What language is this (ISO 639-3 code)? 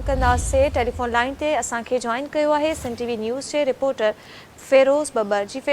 snd